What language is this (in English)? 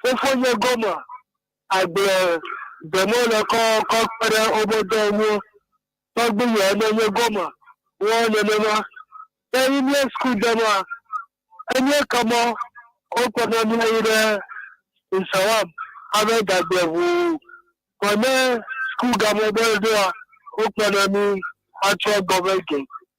Ewe